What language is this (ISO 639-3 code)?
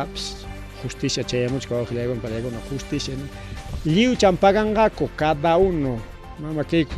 quy